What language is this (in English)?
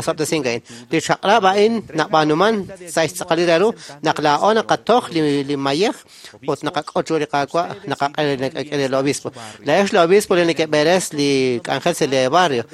Kekchí